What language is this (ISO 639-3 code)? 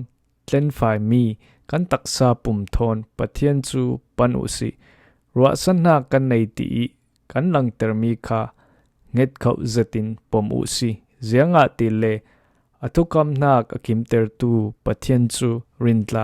cfm